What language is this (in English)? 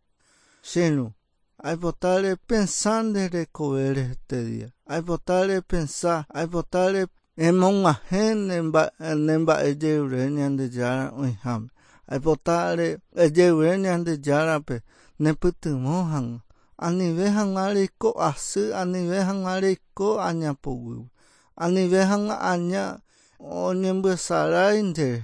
Guarani